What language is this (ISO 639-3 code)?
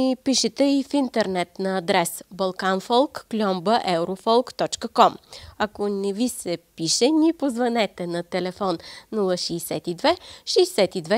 bul